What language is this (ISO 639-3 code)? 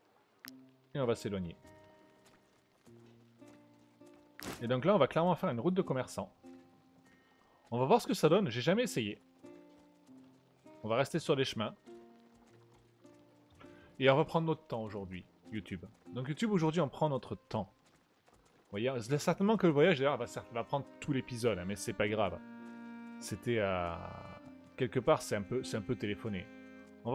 fra